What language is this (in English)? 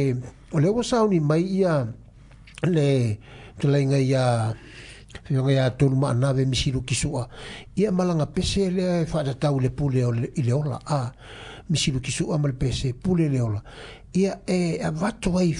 Samoan